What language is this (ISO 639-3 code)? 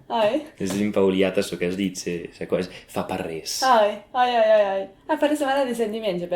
oci